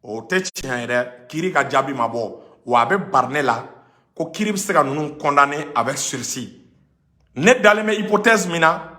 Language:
Bambara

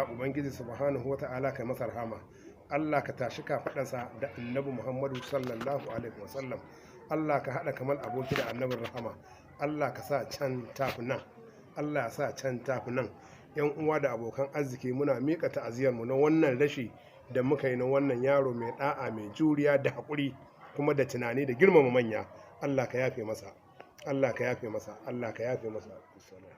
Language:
Hausa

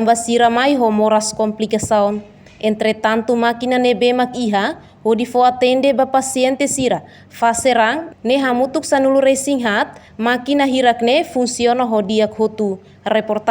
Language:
Tetum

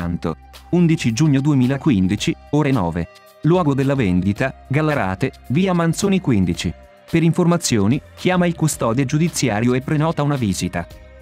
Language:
Italian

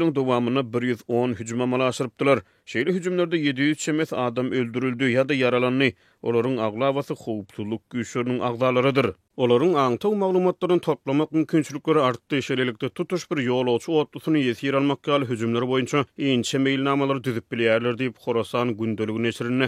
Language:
Turkmen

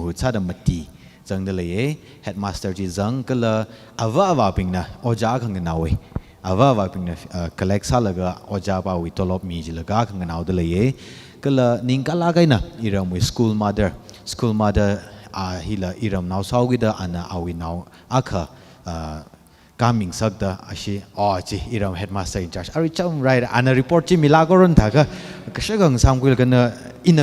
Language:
Tangkhul Naga (India)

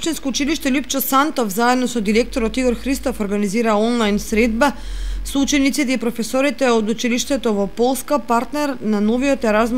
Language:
Macedonian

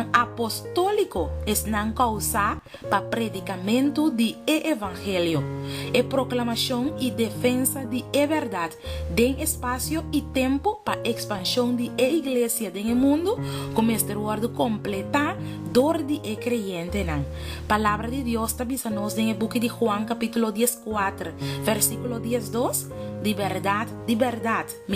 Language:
Papiamento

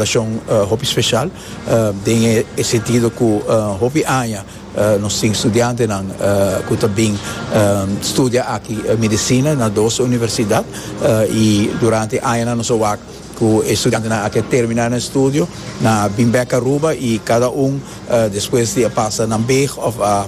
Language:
Papiamento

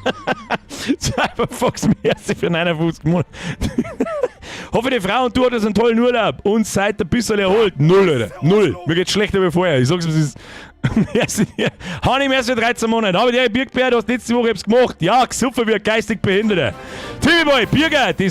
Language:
Bavarian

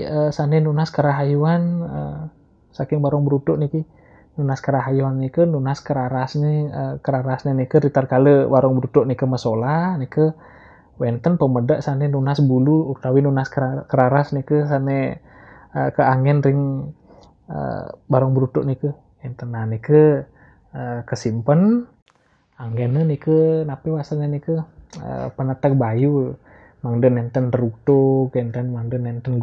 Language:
Balinese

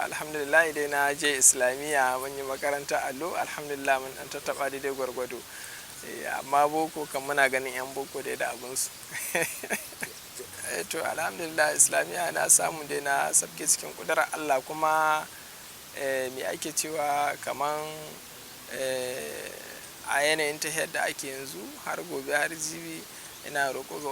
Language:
Hausa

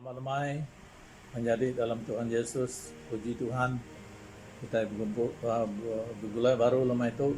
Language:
Iban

